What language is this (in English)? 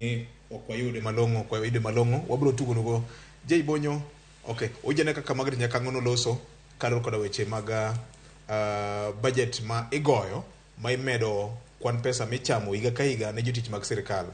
Luo (Kenya and Tanzania)